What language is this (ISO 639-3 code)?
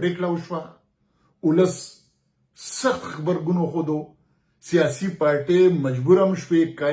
pus